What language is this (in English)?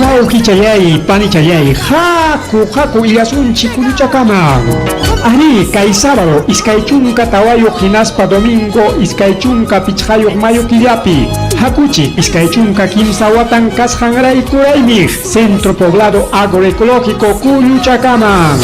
Ayacucho Quechua